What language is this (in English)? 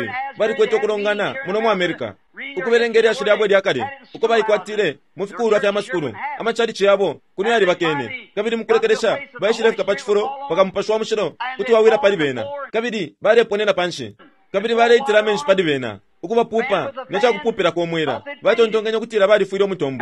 Bemba